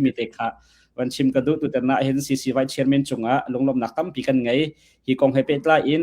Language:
Hakha Chin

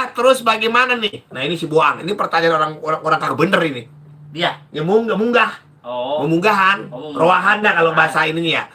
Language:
Betawi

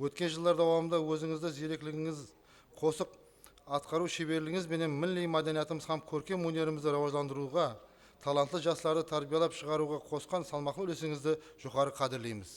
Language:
Kara-Kalpak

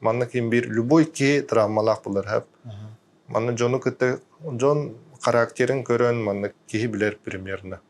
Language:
Yakut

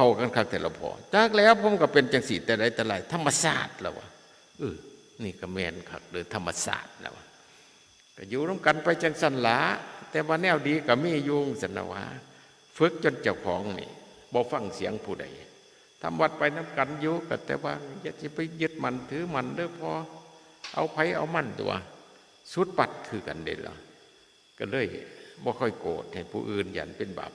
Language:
Northeastern Thai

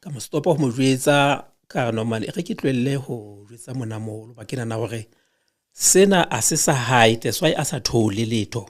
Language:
Southern Sotho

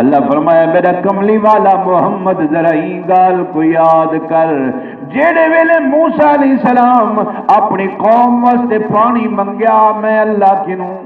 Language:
Saraiki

